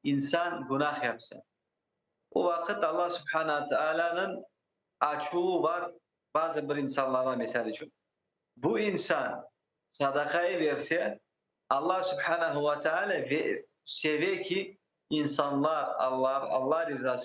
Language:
Crimean Tatar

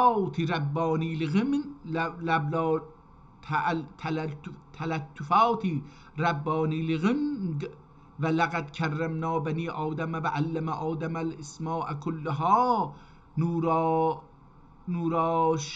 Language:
South Azerbaijani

